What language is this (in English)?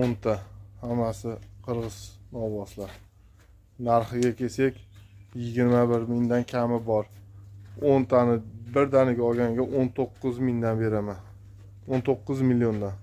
Uzbek